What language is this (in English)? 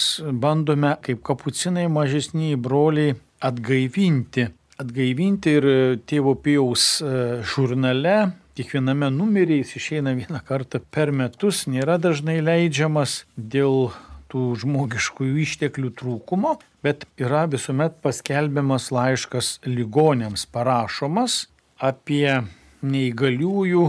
Lithuanian